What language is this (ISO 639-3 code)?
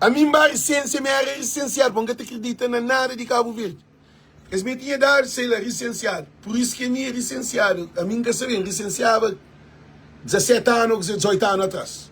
kea